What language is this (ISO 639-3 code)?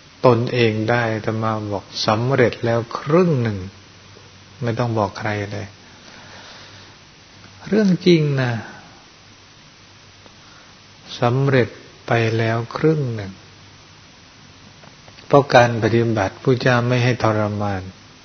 tha